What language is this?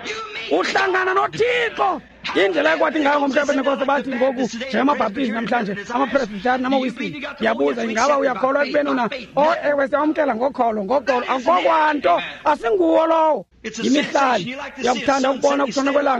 Xhosa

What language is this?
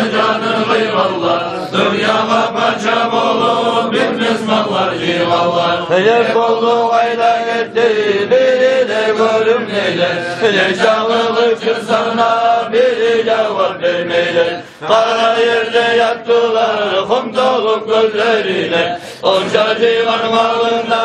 Kumyk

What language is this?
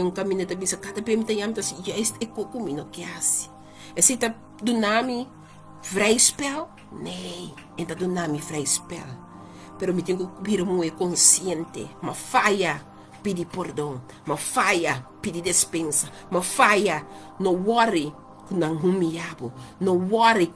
Papiamento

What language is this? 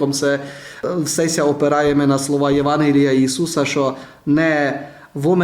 Rusyn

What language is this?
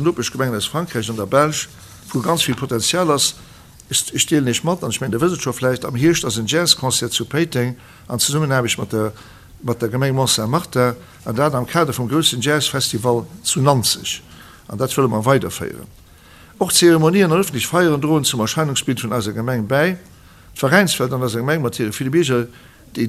Luxembourgish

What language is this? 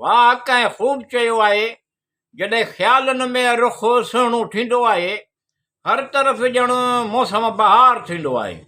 Sindhi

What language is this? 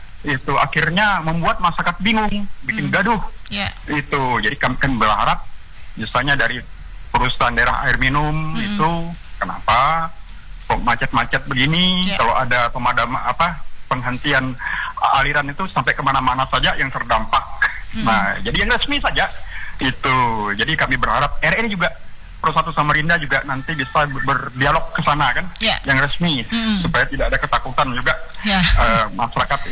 Indonesian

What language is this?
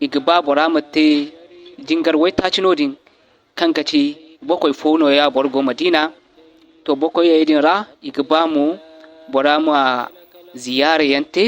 Zarma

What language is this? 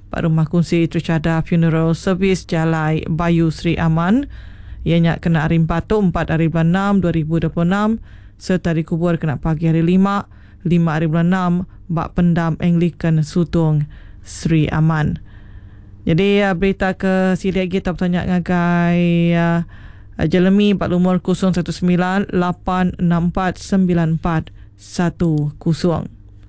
Iban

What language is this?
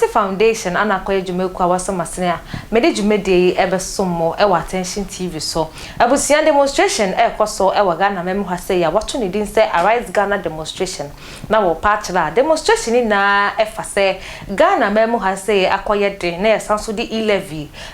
Akan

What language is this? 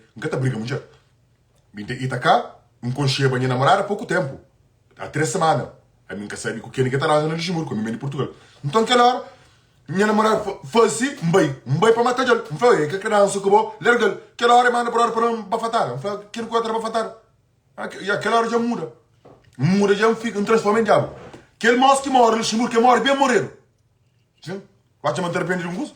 Kabuverdianu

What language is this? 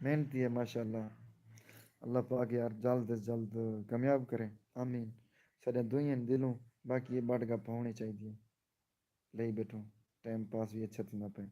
Saraiki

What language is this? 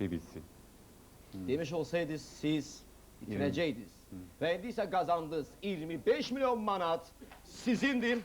Azerbaijani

